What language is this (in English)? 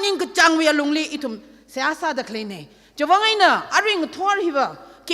Tangkhul Naga (India)